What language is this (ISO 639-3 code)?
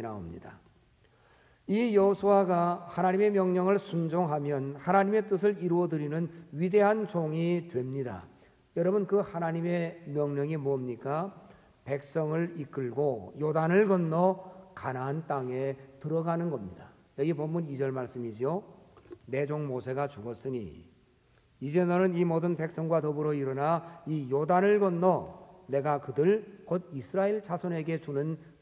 kor